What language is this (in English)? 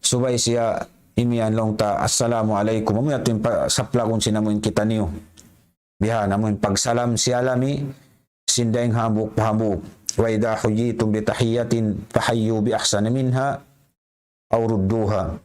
Tausug